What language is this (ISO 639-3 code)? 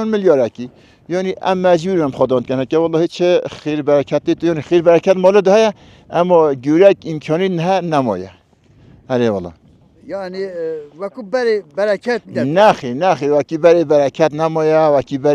kur